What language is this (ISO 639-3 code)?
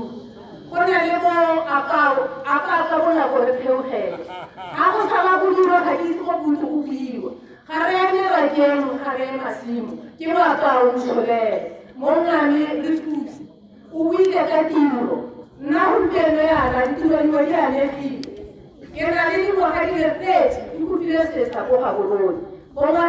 tsn